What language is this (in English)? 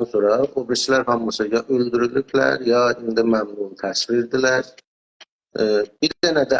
South Azerbaijani